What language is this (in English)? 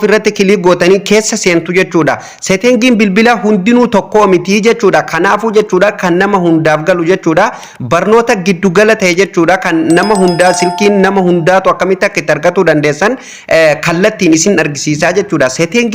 Oromo